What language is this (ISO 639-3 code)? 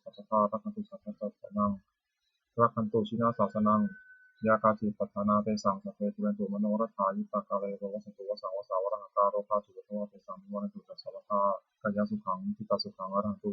pli